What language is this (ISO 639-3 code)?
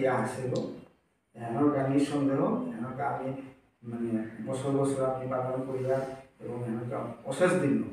bpy